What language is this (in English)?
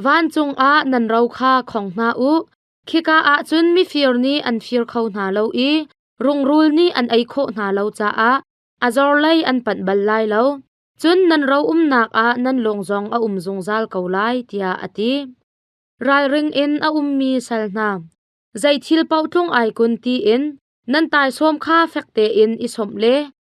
Hakha Chin